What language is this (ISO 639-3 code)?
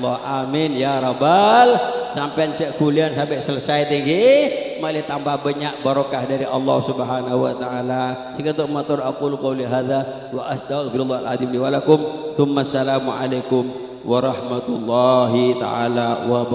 mad